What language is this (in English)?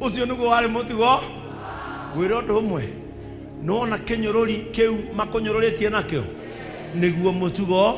Kikuyu